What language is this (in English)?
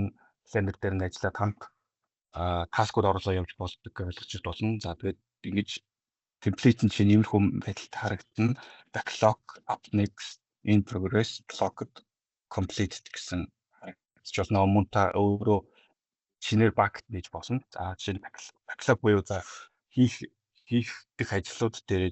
Mongolian